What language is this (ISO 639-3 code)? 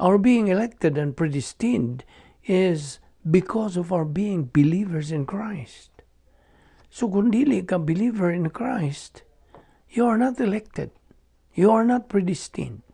ceb